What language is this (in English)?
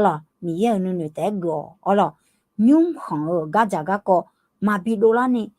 Akha